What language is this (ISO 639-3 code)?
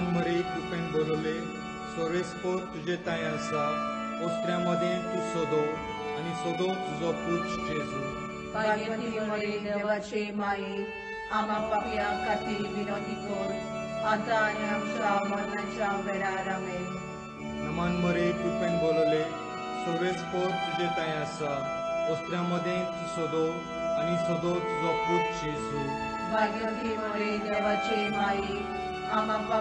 kok